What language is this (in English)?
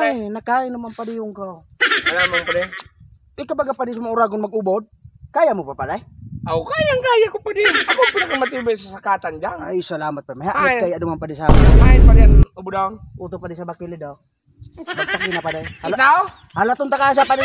Bikol